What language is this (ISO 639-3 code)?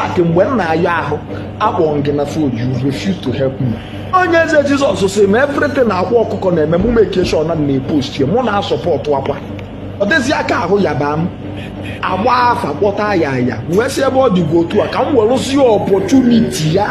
ibo